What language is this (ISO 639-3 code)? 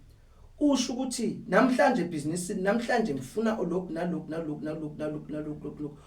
zul